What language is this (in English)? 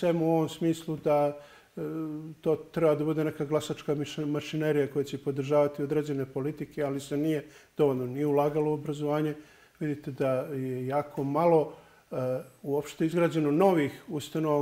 Serbian